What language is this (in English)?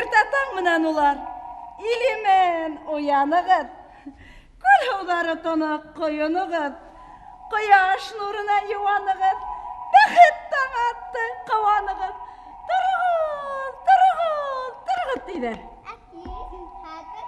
Bashkir